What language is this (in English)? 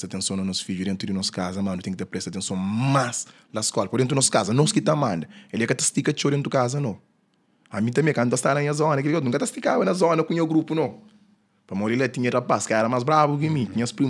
Kabuverdianu